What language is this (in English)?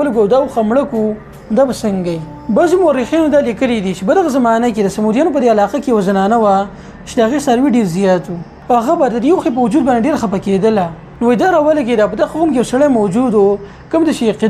Pashto